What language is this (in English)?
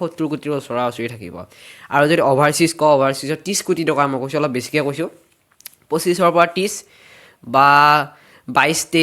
Assamese